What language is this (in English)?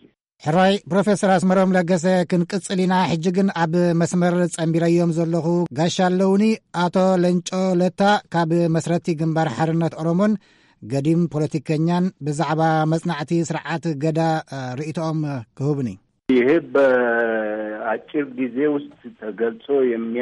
Tigrinya